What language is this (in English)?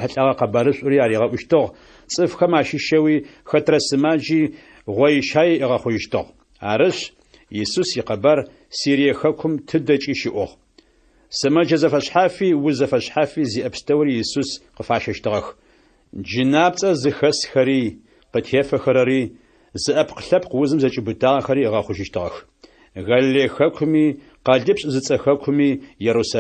Adyghe